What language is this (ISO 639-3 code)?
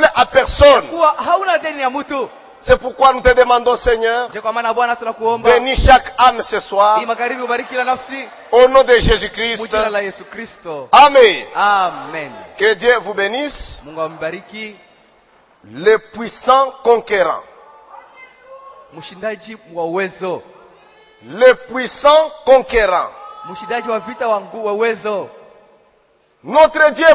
swa